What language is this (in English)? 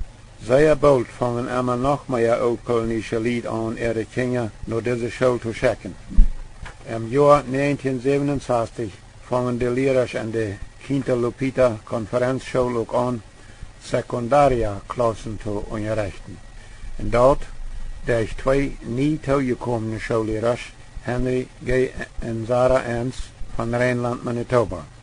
Plautdietsch